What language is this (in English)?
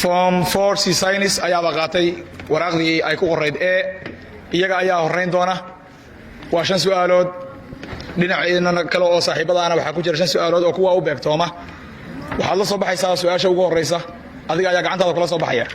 Somali